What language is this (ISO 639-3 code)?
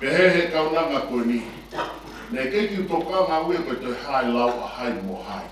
ton